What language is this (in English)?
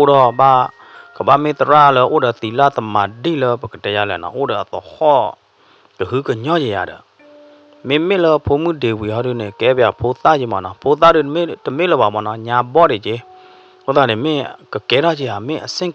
S'gaw Karen